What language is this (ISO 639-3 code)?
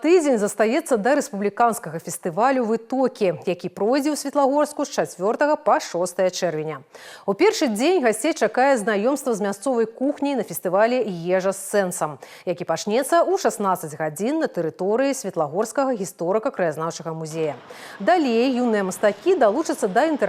bel